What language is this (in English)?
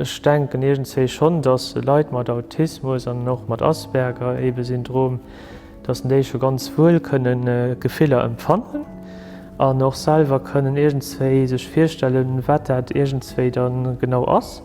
Luxembourgish